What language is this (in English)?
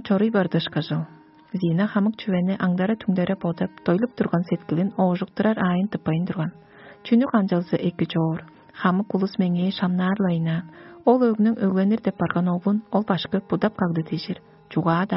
Tuvinian